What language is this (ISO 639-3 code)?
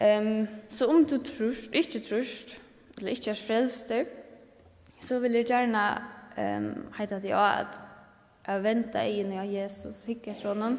fao